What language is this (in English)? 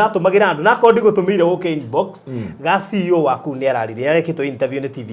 Kikuyu